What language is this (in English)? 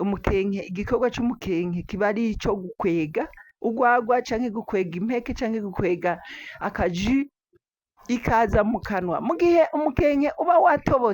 Rundi